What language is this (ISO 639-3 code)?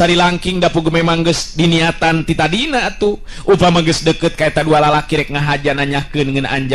sun